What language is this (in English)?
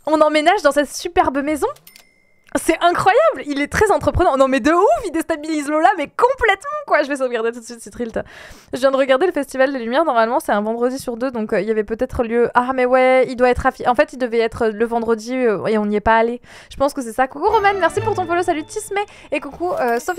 French